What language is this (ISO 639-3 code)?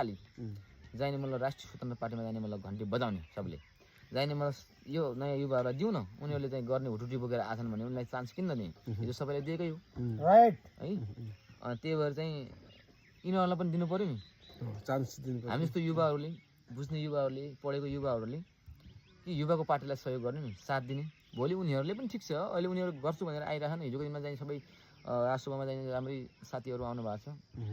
nep